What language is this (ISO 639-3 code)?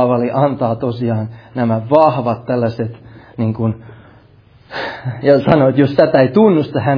fin